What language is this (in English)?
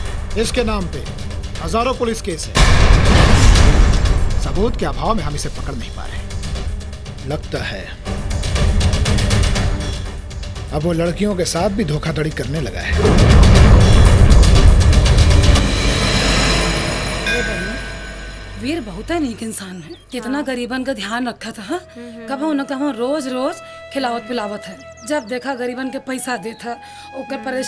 Bhojpuri